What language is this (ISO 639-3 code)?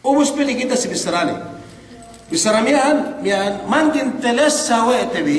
yka